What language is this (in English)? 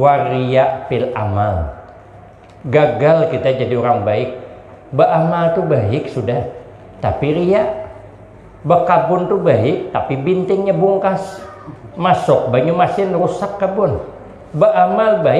Banjar